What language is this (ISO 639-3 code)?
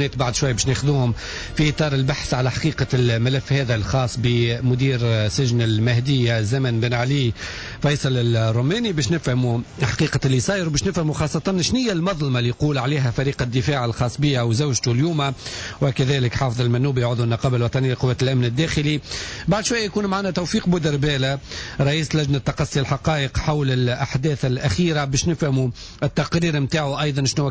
aeb